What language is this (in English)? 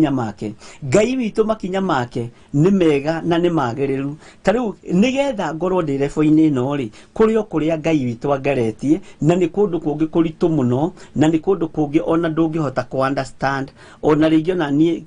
Kikuyu